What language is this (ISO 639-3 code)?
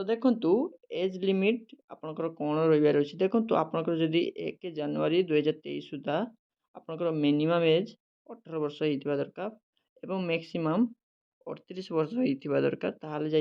ori